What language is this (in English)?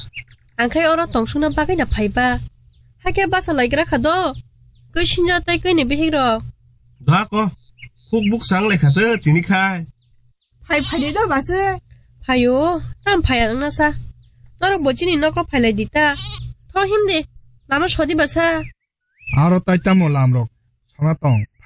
Kok Borok